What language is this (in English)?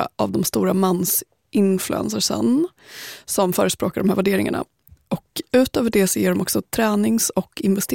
Swedish